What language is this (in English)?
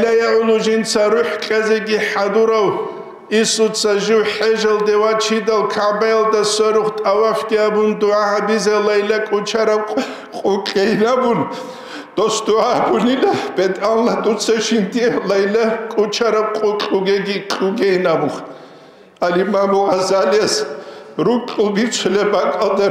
Avaric